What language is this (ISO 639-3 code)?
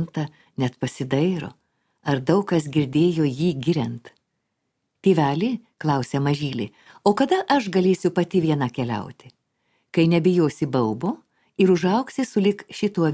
lit